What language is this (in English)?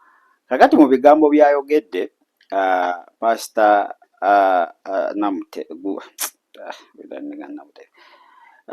Ganda